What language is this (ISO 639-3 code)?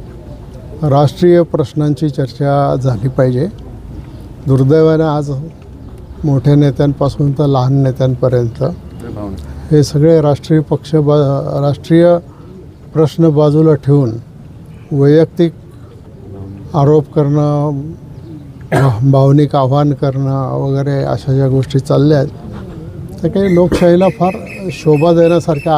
mar